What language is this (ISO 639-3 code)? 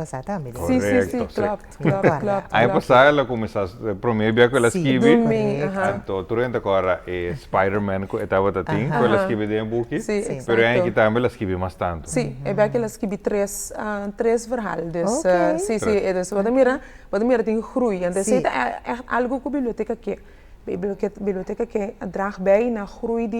pap